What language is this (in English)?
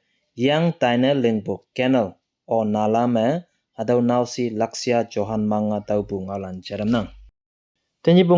Konyak Naga